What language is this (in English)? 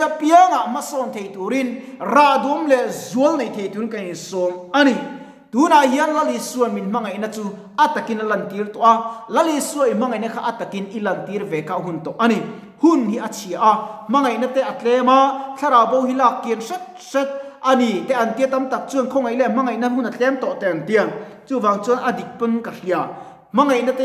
Mizo